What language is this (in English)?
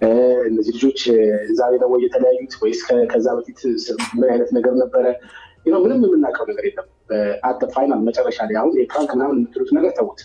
Amharic